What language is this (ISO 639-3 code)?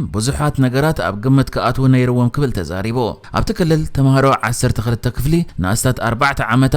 tir